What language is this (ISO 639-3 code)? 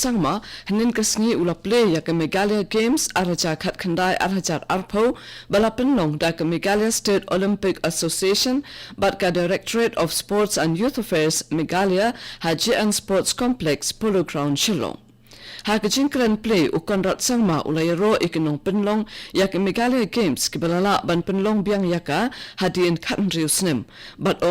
kha